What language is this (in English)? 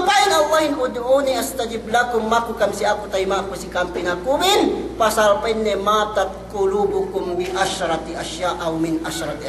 Yakan